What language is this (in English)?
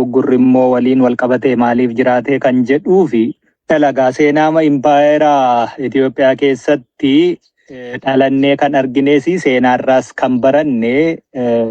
Oromo